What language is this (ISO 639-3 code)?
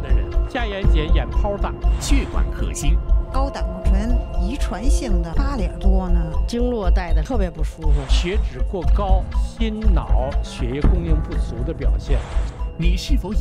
zho